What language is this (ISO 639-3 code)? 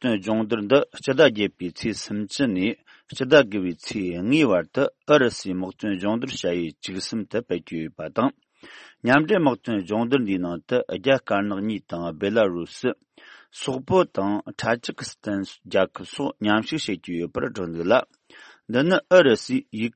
bod